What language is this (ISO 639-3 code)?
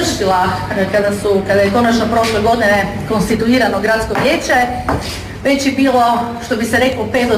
hrv